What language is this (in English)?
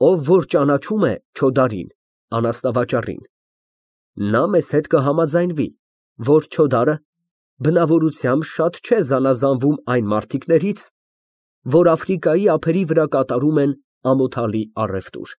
Armenian